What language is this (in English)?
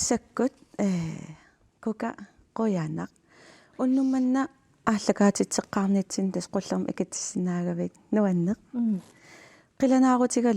Kalaallisut